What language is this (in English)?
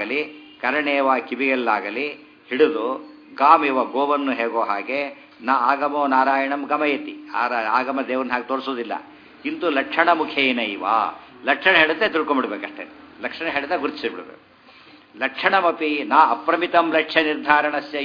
Kannada